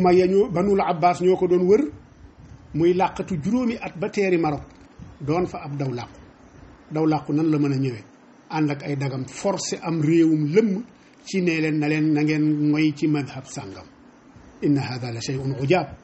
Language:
Wolof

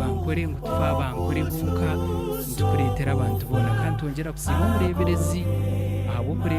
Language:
Nyankole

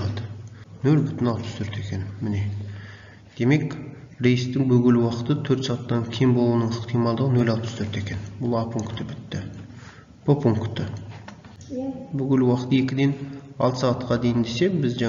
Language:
Kazakh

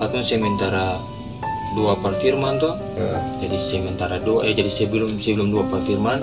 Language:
Ambonese Malay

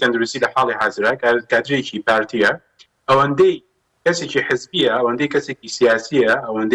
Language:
Central Kurdish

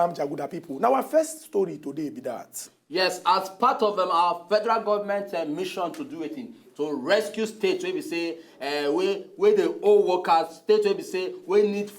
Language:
Nigerian Pidgin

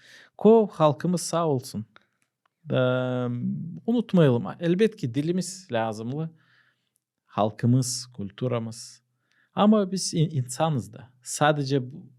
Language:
Gagauz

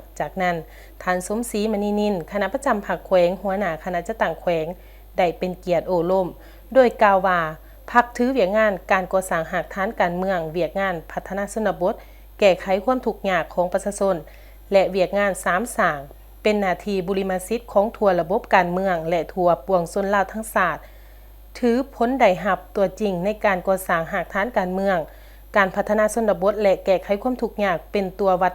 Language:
Lao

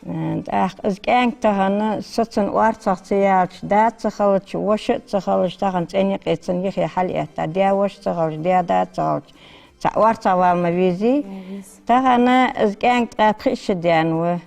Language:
Ingush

